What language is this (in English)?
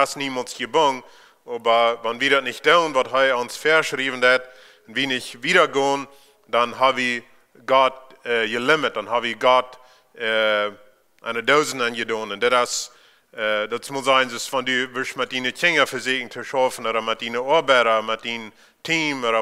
Plautdietsch